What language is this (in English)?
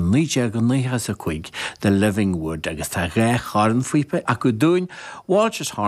Irish